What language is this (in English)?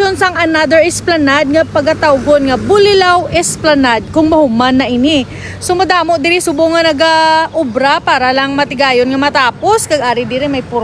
Hiligaynon